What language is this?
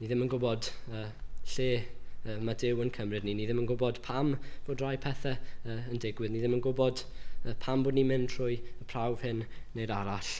Welsh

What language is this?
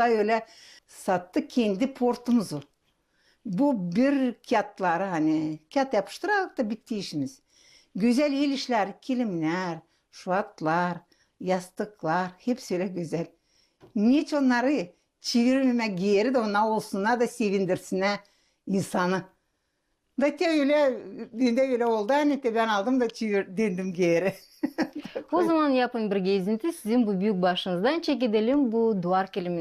Gagauz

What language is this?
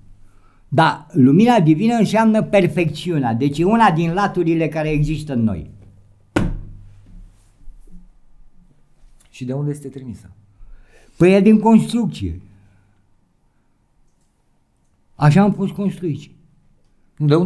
Romanian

